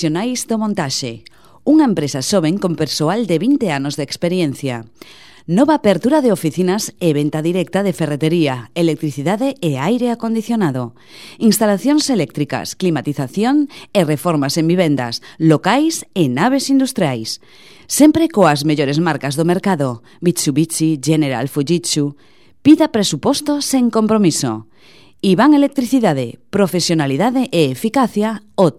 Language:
Galician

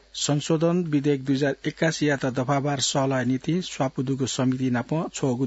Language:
Newari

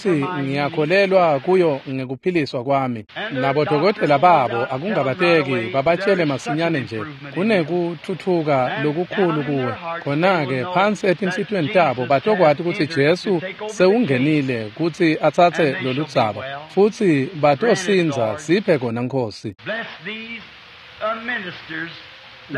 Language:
Swati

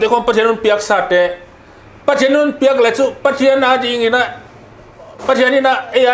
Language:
Paite Chin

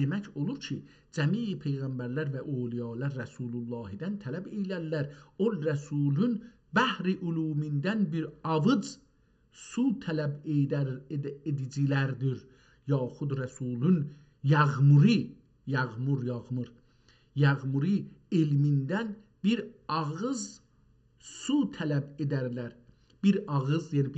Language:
South Azerbaijani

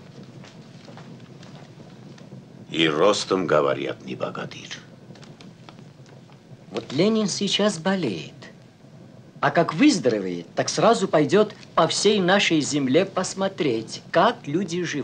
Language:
Russian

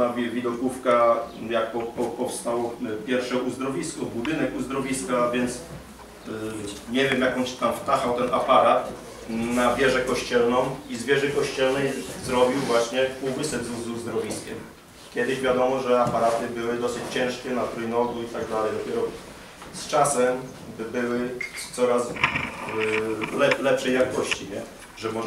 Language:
Polish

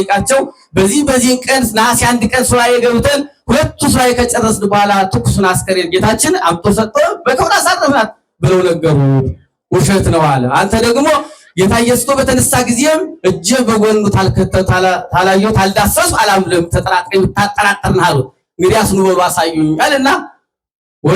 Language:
Amharic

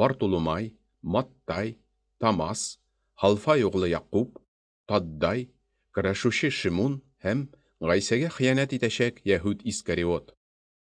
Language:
Tatar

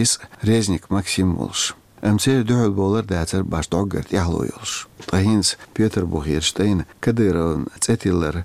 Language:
Chechen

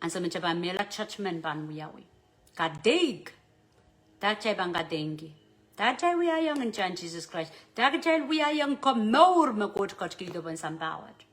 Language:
Pohnpeian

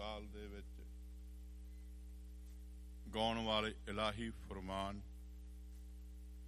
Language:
Punjabi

